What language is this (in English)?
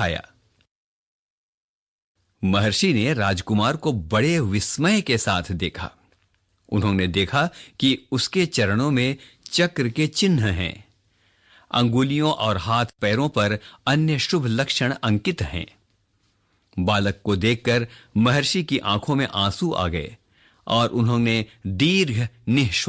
Hindi